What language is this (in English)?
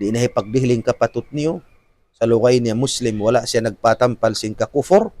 Tausug